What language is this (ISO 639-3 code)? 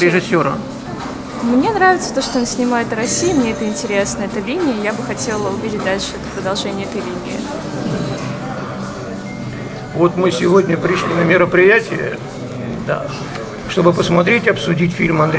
rus